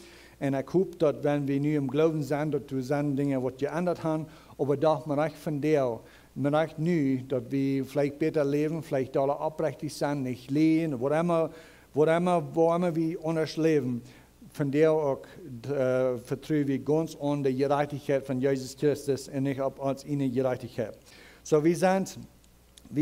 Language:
Plautdietsch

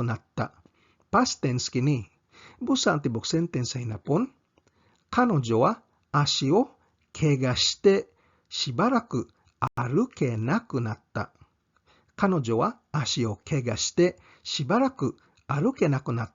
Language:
Cebuano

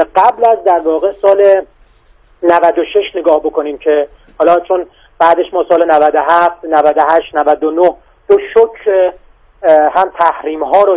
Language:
Persian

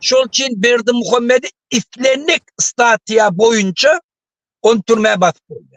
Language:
Turkmen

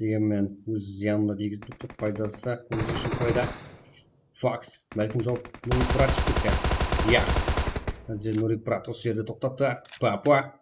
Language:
Kara-Kalpak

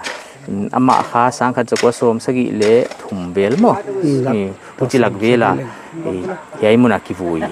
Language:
Paite Chin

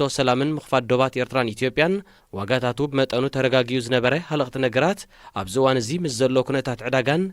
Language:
Tigrinya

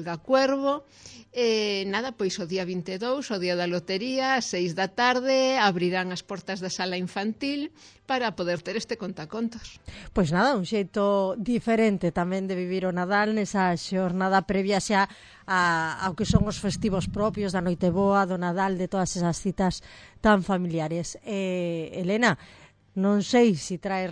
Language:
Galician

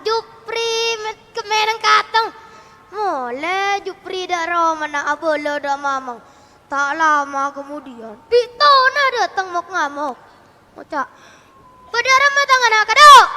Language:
Madurese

